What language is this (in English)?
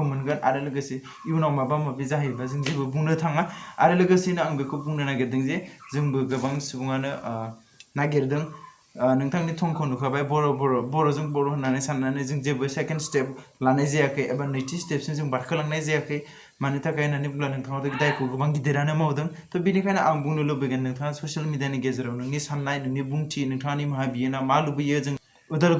Bodo